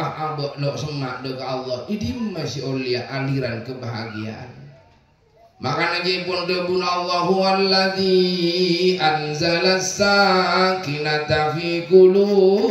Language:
Madurese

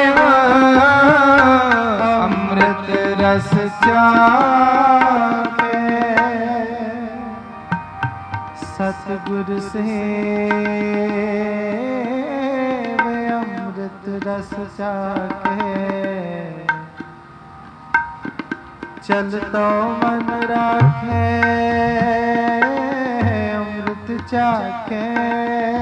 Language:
Punjabi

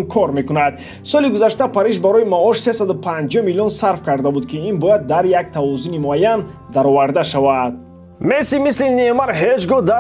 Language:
Tajik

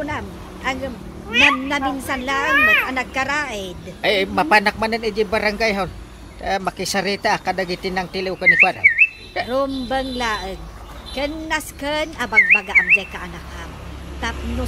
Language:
Iloko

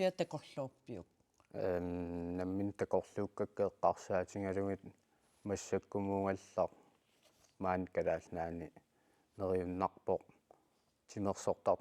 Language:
Kalaallisut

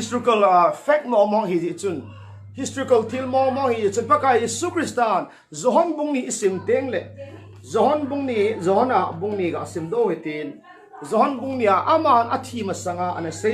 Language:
Thado Chin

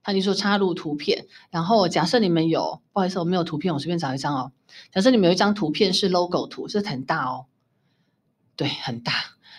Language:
Chinese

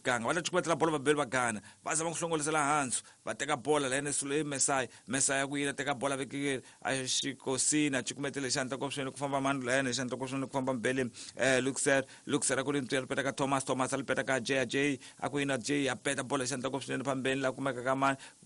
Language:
Tsonga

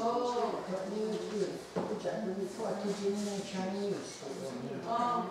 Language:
Mohawk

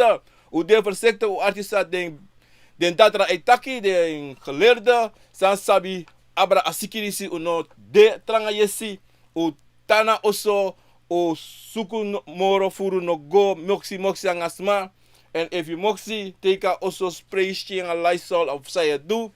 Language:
Sranan Tongo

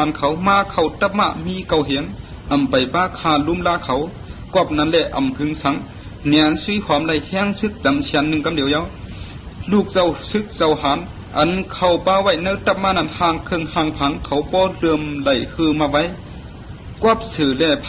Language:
Shan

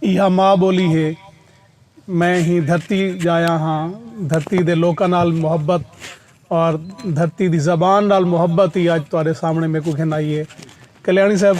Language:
Saraiki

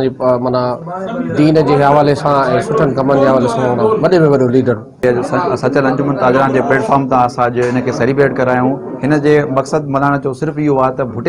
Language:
Sindhi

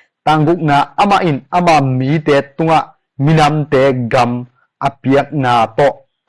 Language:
Tedim Chin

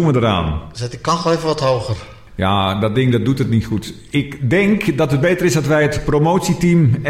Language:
Dutch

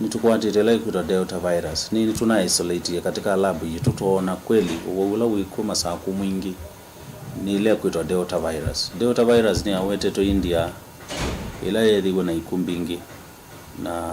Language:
Kamba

